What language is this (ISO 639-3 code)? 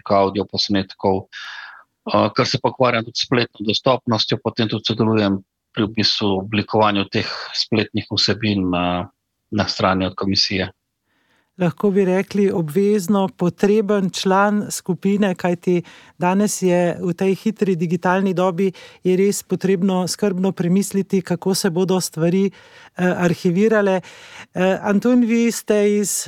slv